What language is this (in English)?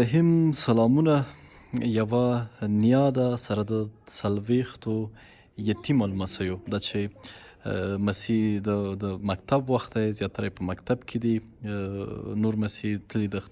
Pashto